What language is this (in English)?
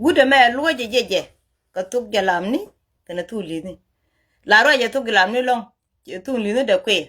Nuer